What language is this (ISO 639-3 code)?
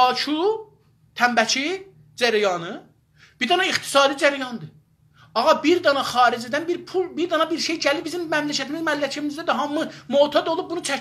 azb